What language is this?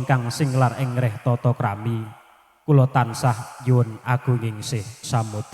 Javanese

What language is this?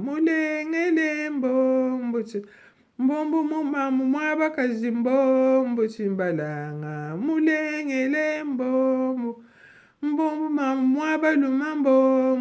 Luba-Lulua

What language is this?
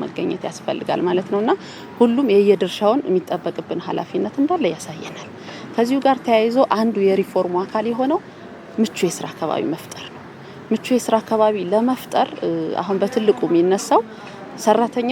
Amharic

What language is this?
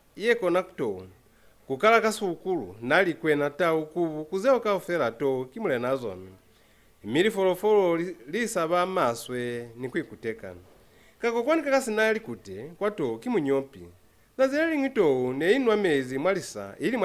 Lozi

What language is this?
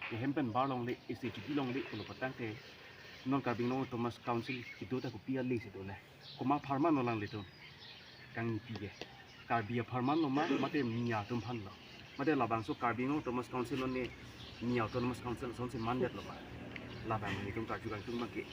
Karbi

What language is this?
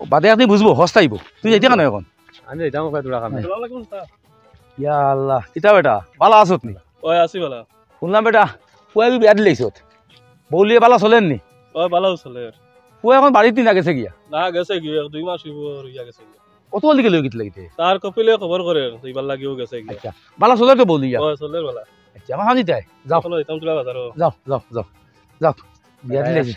Sylheti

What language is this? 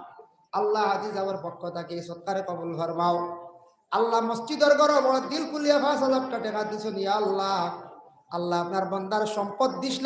Sylheti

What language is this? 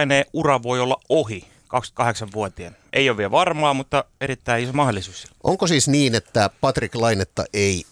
Finnish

